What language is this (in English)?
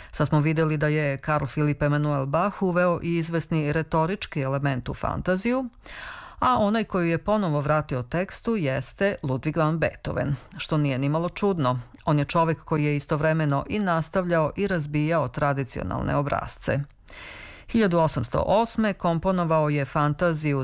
Serbian